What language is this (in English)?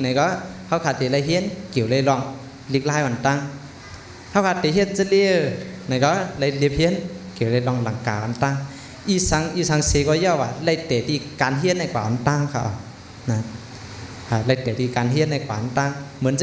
Shan